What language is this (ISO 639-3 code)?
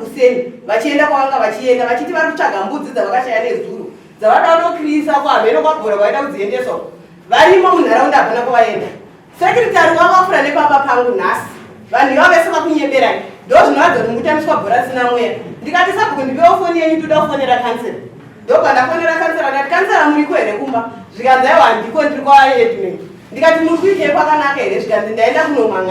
sna